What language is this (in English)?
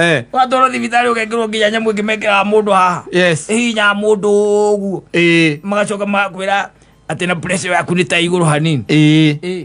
Kikuyu